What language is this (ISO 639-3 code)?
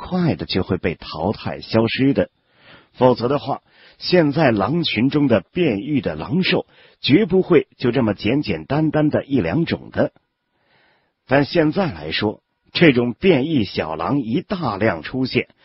zho